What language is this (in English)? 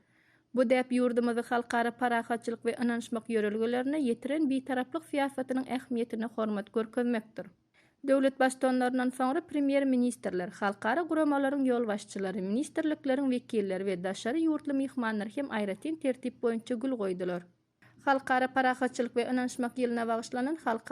Turkmen